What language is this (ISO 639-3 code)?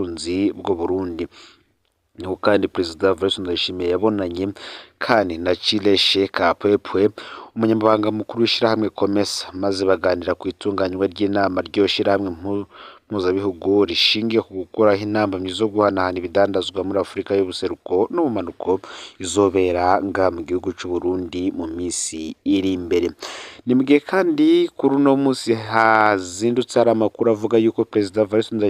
run